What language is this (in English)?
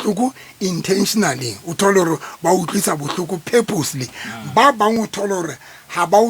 Southern Sotho